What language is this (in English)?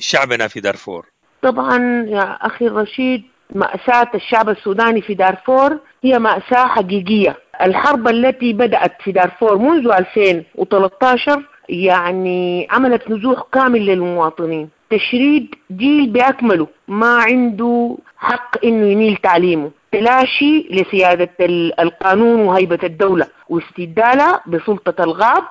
Sudanese Arabic